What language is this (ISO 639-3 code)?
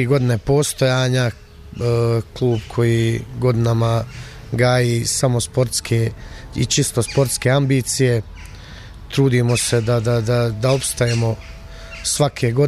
bos